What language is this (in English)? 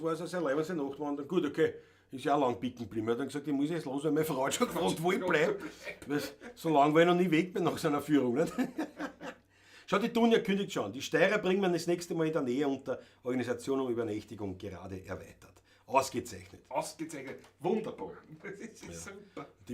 Bavarian